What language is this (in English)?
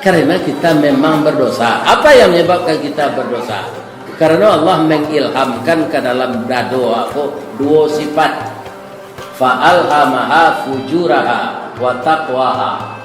Minangkabau